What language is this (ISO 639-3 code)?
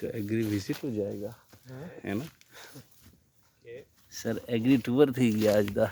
skr